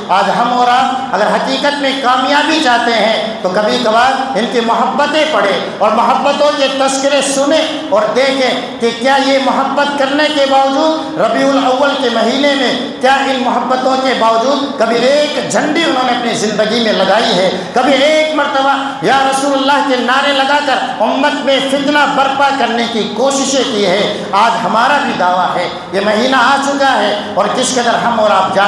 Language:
Urdu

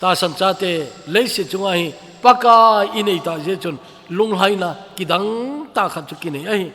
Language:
Thado Chin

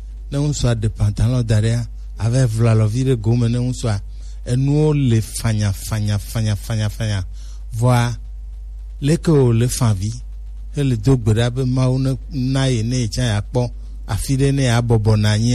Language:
Gen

